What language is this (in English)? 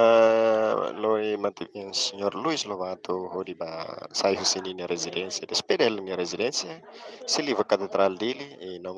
Tetum